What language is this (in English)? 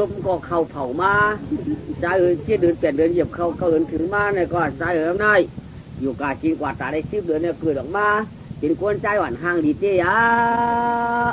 Shan